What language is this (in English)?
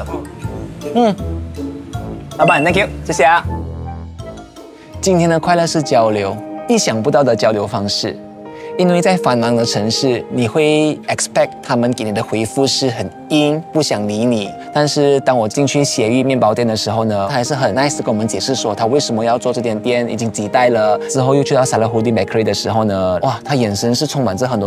Chinese